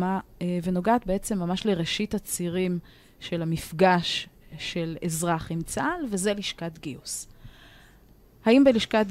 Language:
Hebrew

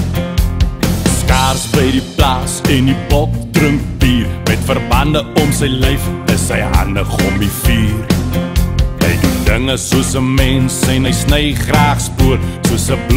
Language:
Afrikaans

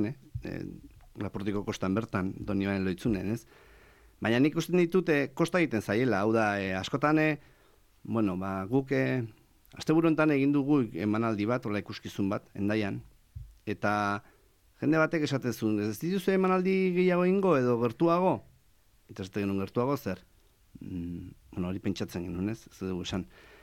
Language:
Basque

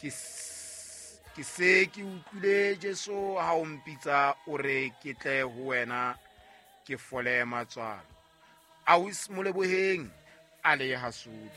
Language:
Southern Sotho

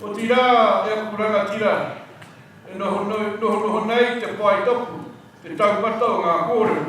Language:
Māori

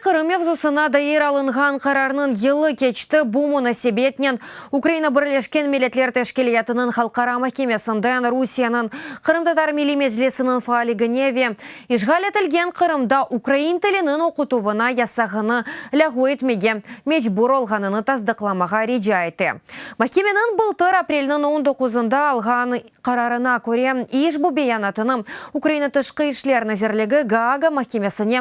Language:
Crimean Tatar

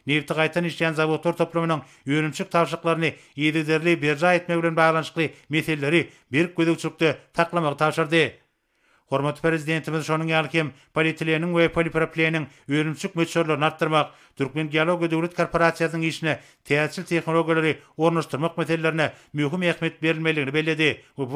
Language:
Turkmen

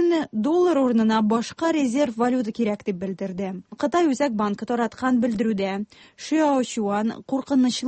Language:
Tatar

